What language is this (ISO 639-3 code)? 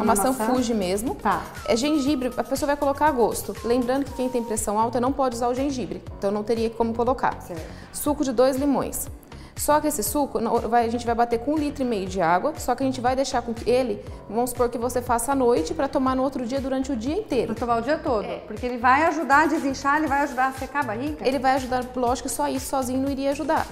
por